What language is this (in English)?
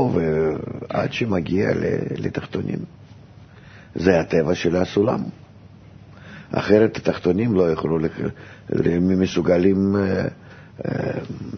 Hebrew